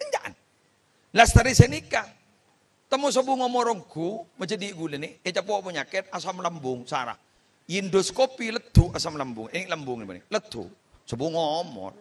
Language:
Madurese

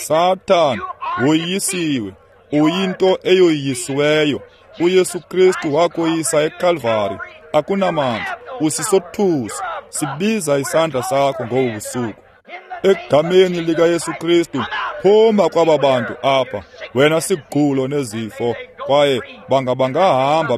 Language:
Xhosa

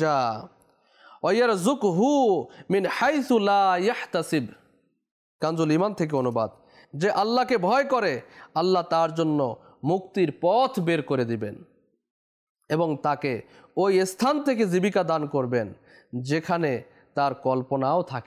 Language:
Bangla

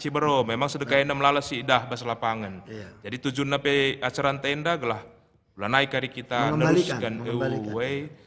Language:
Batak Karo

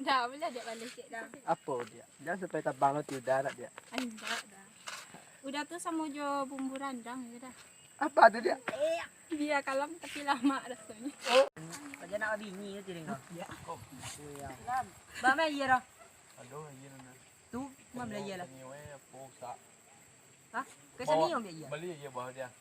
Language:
Minangkabau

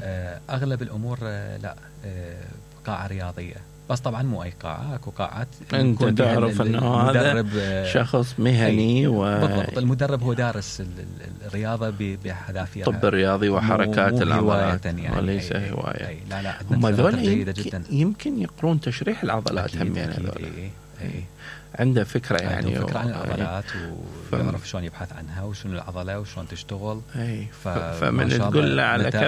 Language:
Mesopotamian Arabic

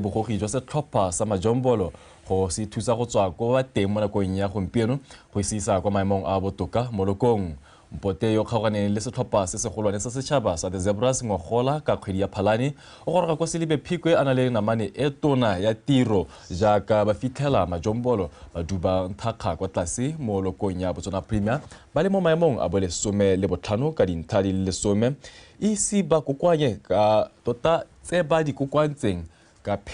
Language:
Tswana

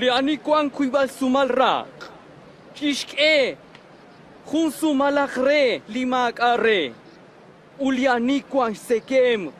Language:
Kekchí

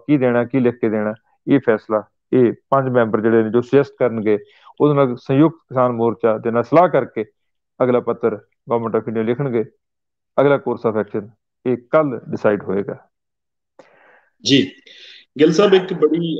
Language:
Punjabi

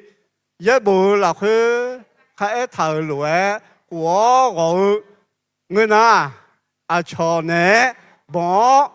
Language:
Akha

